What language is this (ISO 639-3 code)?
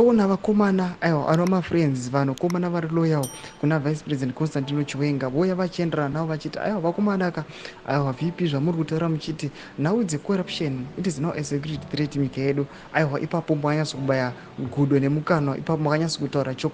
sna